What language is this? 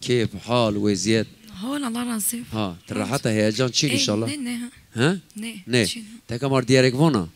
Zaza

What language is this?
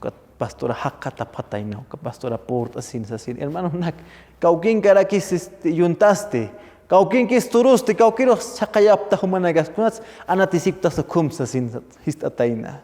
Aymara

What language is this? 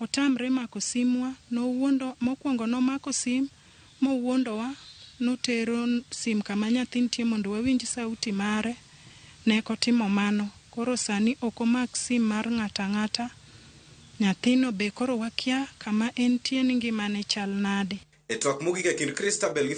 Luo (Kenya and Tanzania)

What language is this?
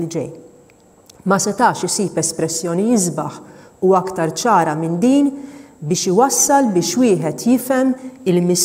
Maltese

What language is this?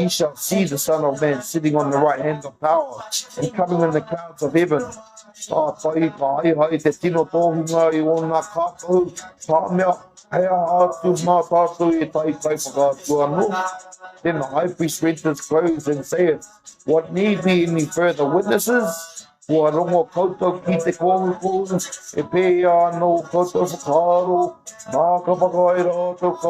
Māori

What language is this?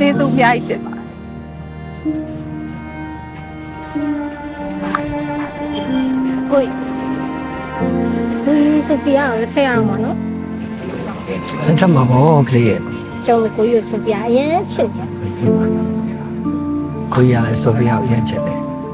Burmese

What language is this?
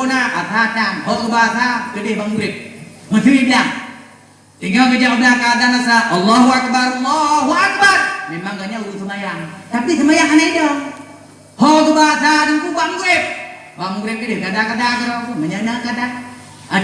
Achinese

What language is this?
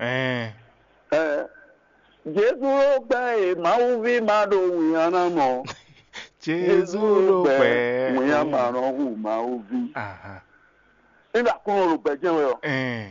Fon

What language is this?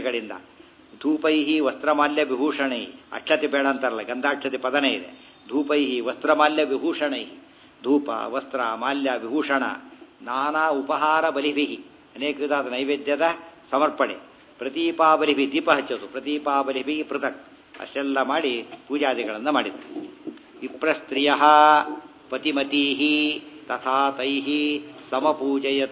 Kannada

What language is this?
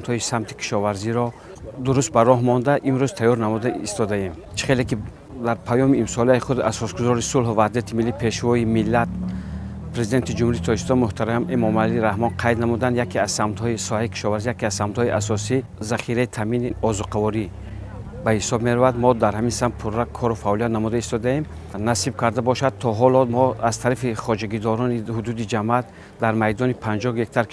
Tajik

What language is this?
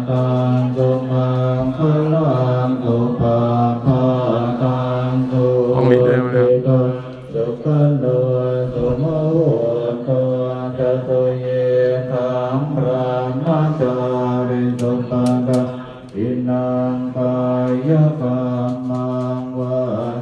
Pali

